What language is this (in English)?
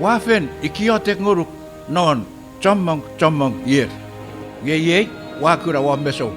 Chuukese